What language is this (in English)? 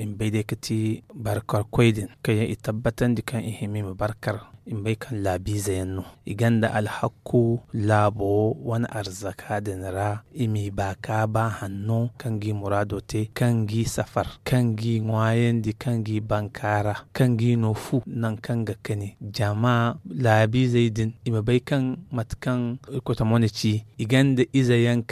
Zarma